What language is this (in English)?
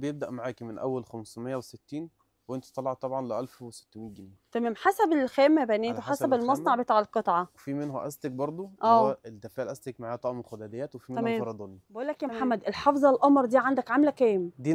Egyptian Arabic